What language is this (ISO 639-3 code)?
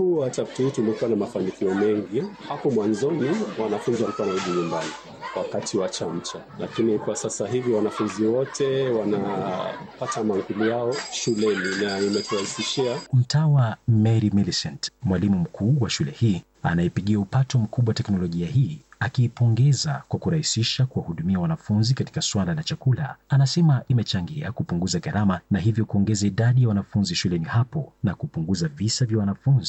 swa